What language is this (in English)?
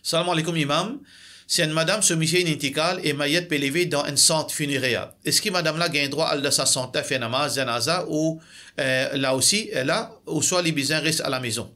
Morisyen